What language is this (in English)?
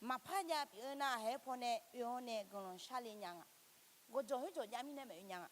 Akha